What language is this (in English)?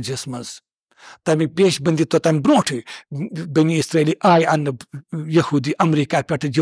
Kashmiri